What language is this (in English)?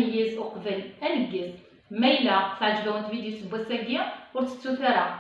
Kabyle